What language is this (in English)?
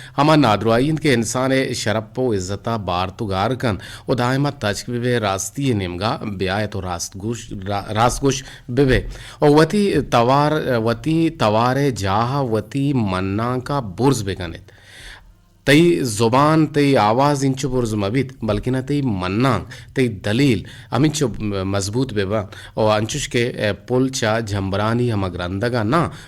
Eastern Balochi